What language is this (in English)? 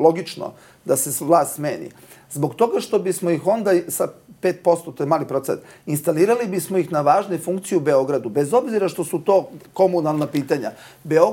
Serbian